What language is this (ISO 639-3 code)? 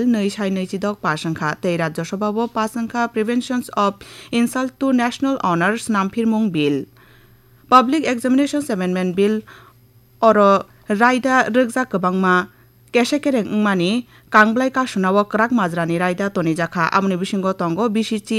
trp